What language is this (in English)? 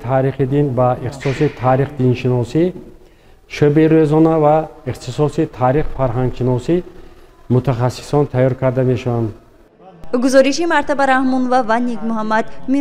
Tajik